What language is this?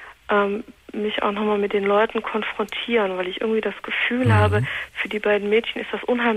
German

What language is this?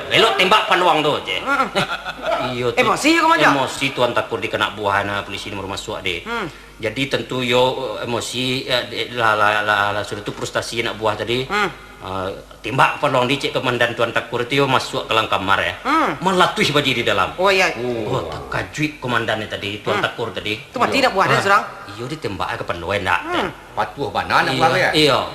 Minangkabau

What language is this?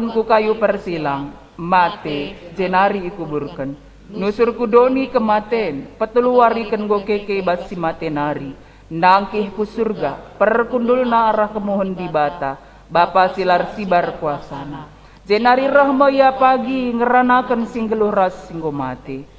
Batak Karo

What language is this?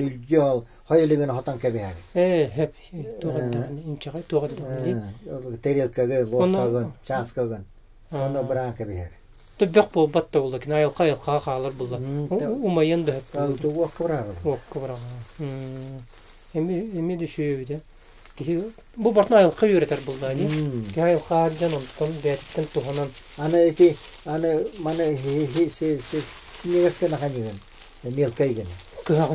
Yakut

